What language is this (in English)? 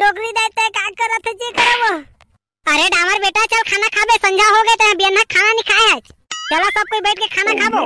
Chhattisgarhi